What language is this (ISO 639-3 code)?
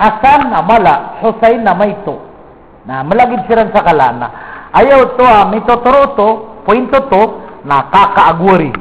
mrw